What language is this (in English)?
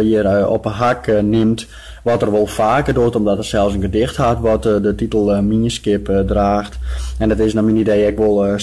Western Frisian